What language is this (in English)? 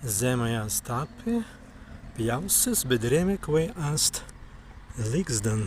Prussian